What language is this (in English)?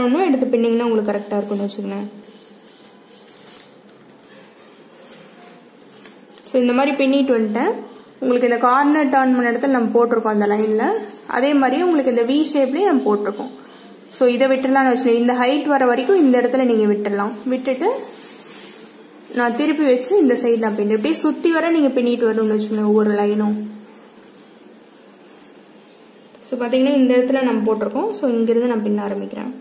Tamil